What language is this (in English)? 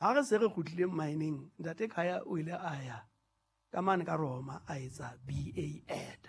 Southern Sotho